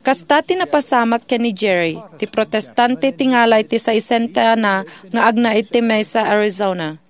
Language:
Iloko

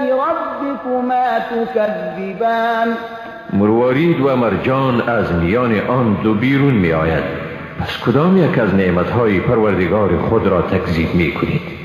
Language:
Persian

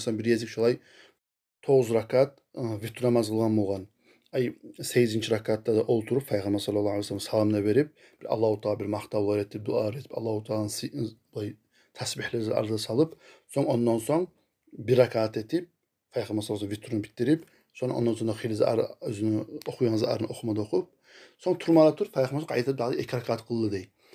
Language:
Kumyk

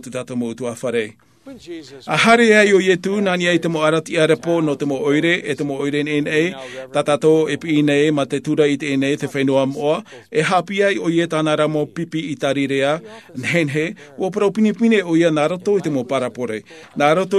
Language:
Tahitian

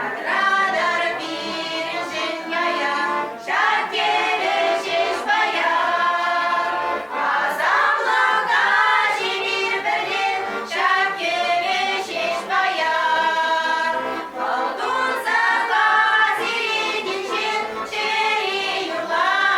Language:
Chuvash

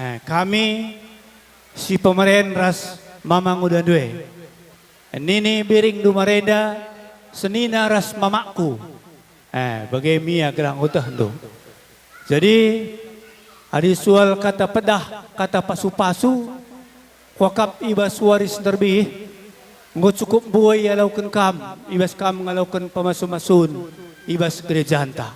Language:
Batak Karo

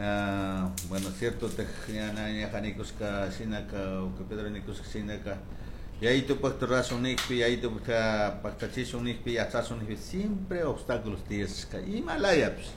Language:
Chimborazo Highland Quichua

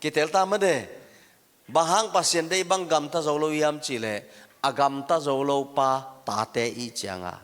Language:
Tedim Chin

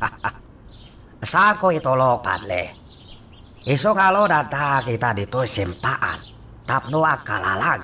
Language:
Iloko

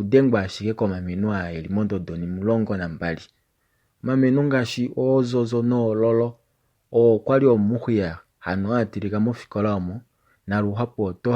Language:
Kuanyama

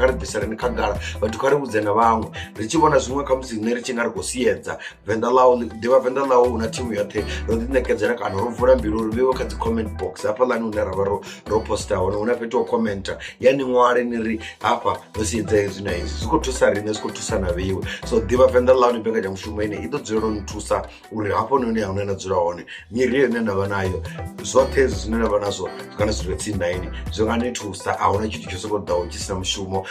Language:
Venda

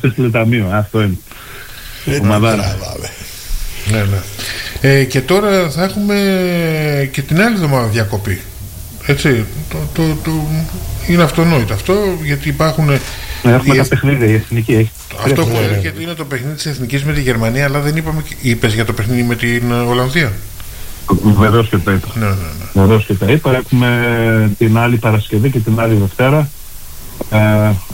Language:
Greek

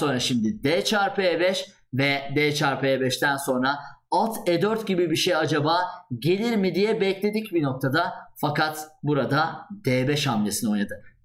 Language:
Turkish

